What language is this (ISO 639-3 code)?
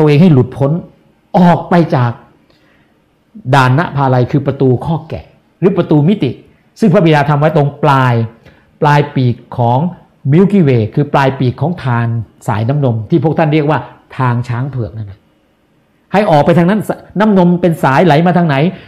tha